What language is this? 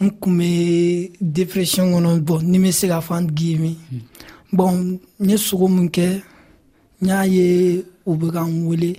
Dyula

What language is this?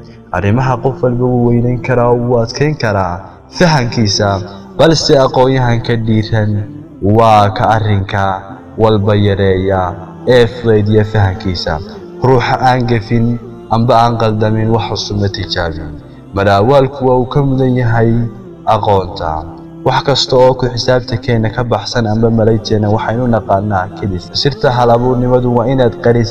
Somali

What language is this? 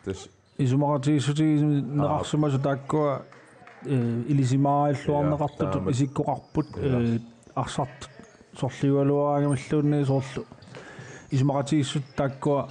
Kalaallisut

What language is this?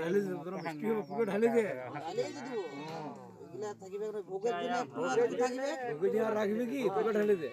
Santali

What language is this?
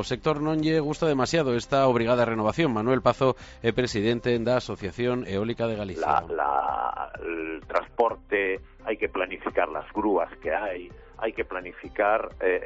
Galician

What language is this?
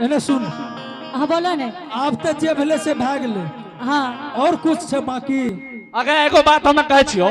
Angika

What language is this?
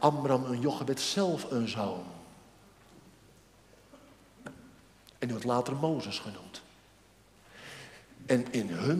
Dutch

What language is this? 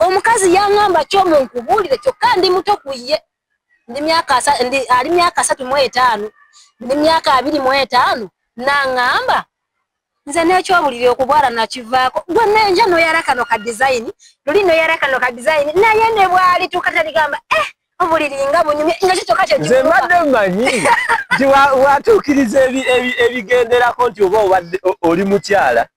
Ganda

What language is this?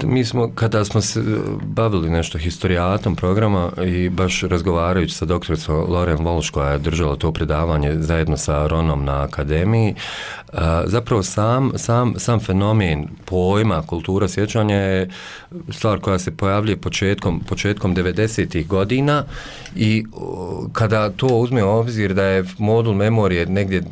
Bosnian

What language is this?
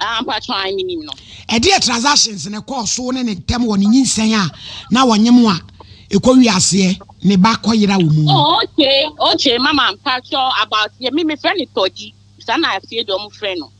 Akan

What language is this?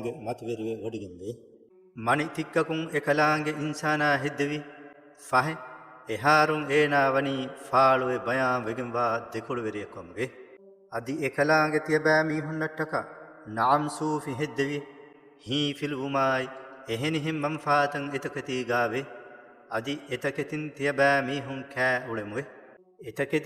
Divehi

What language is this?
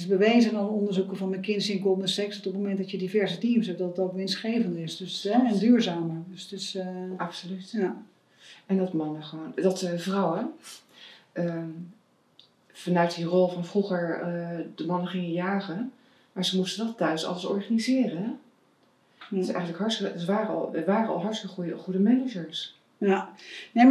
Dutch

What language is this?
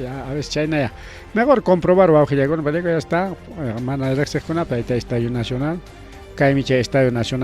Ayacucho Quechua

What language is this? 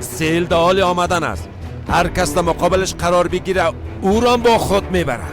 Persian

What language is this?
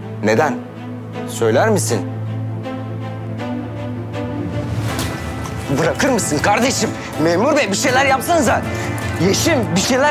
Turkish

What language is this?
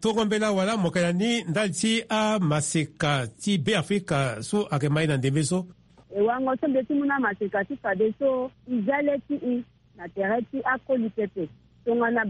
Sango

